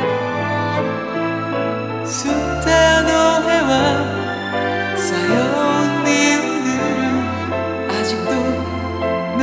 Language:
Korean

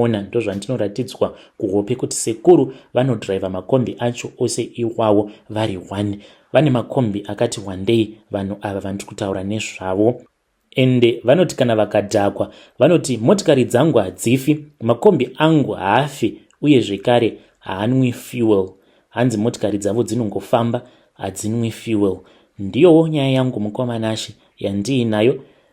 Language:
Shona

